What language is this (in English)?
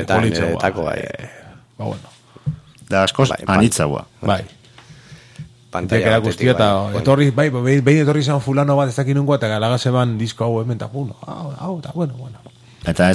Basque